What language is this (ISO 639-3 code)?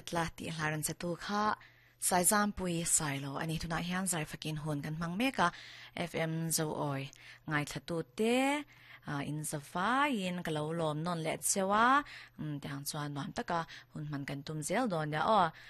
lus